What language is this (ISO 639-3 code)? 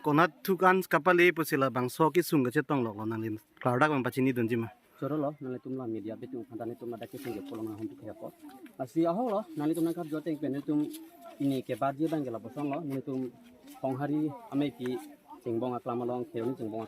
mjw